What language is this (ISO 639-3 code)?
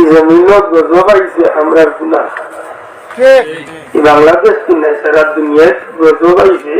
syl